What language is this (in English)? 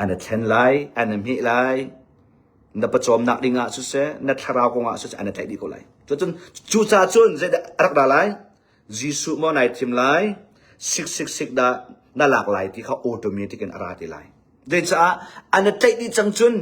Hakha Chin